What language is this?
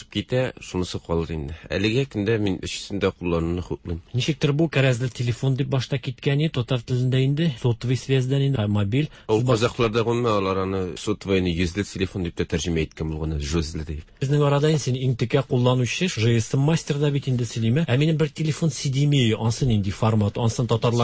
Tatar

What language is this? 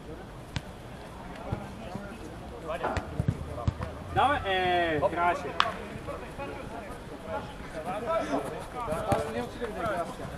Bulgarian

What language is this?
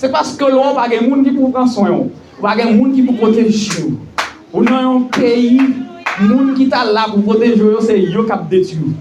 Haitian Creole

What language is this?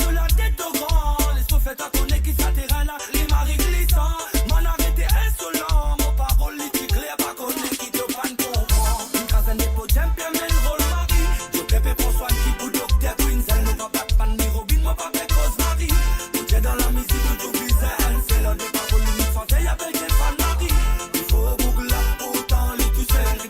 Morisyen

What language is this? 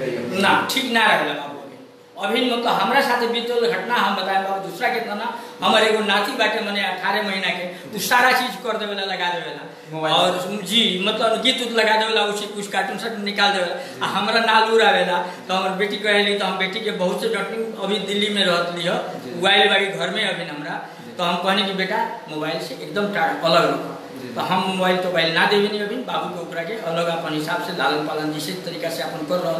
Bhojpuri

